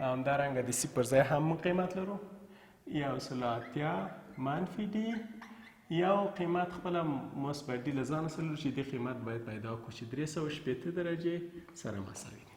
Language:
Pashto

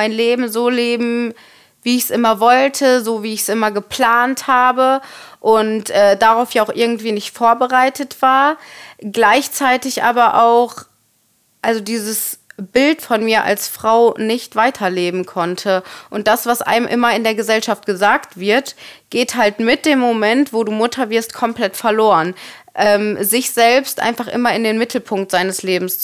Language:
German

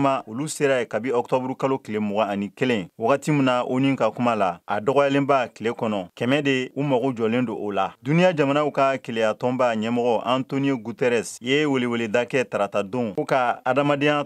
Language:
Bambara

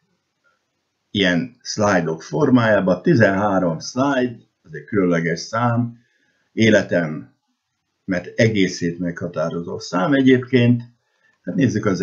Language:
Hungarian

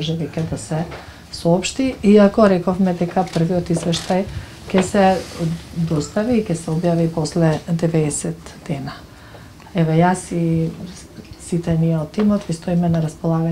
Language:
Macedonian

